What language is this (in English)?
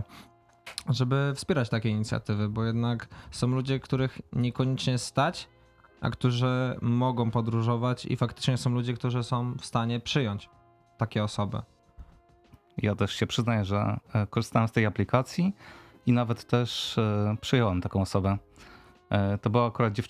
Polish